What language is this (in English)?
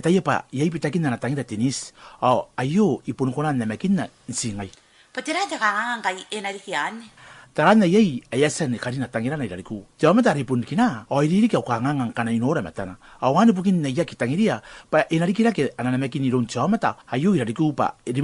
Gilbertese